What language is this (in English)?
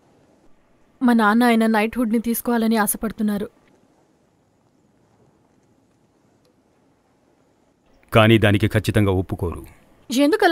Telugu